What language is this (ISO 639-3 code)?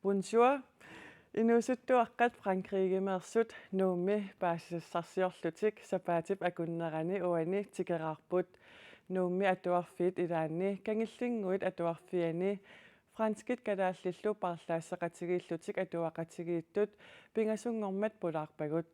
kal